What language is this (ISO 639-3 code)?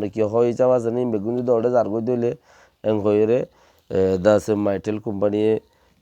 rhg